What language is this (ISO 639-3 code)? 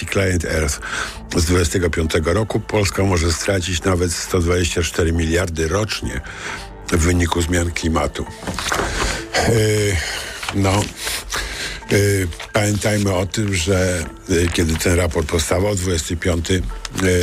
pol